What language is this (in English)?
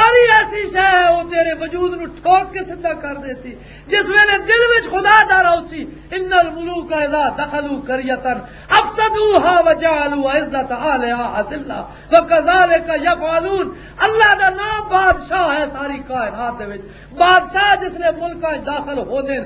Western Panjabi